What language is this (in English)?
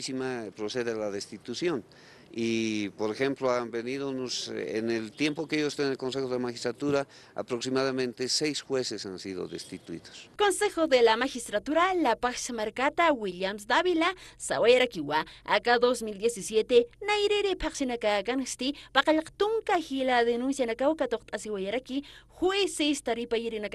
Aymara